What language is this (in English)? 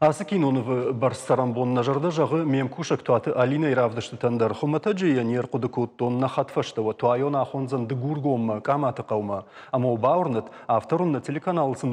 Ossetic